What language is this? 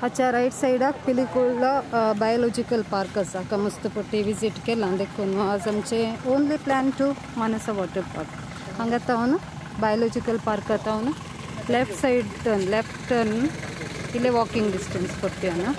Konkani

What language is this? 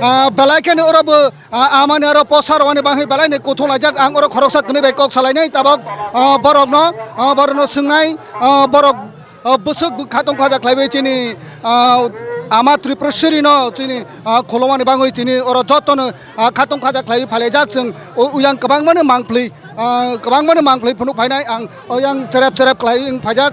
Kok Borok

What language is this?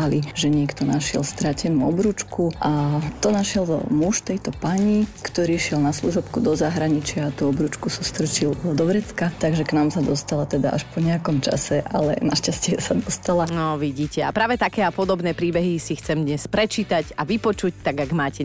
Slovak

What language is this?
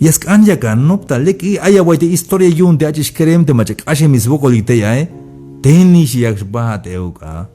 Tzeltal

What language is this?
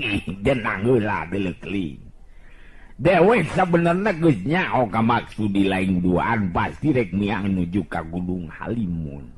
Sundanese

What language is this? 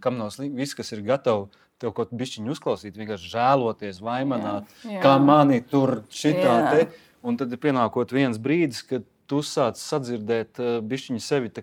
Latvian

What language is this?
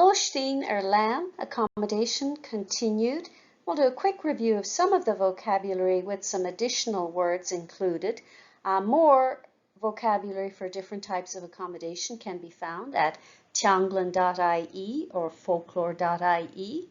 Irish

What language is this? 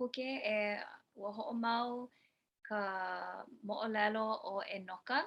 Hawaiian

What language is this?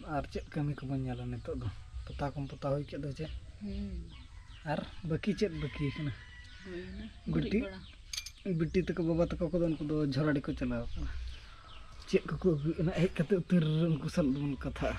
Santali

